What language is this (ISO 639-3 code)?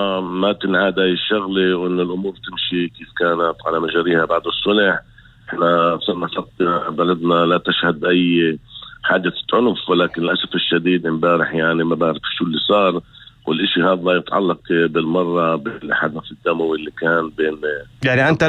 apc